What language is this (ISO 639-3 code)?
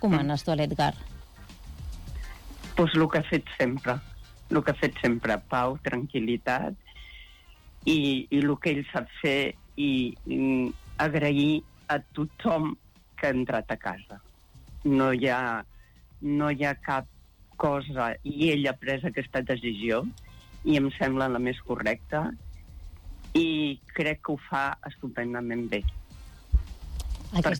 cat